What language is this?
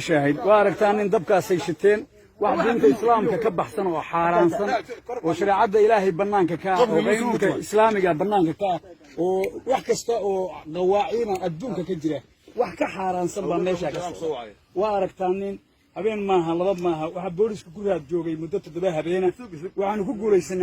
Somali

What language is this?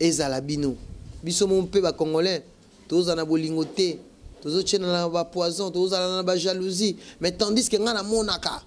Lingala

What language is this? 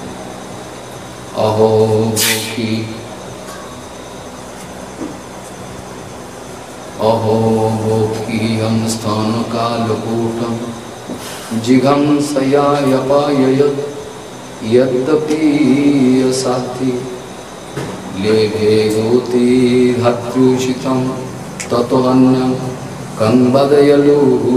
Bangla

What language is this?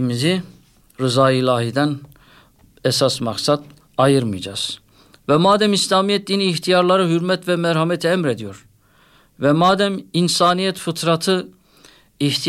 Turkish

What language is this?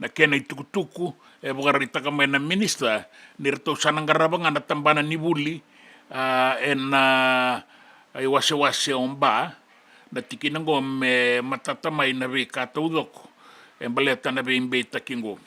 Fijian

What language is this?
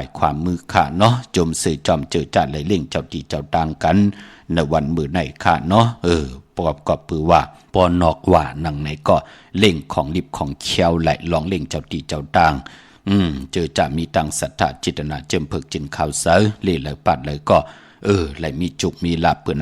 Shan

